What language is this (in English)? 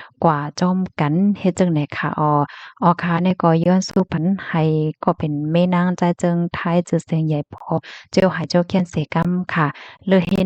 Shan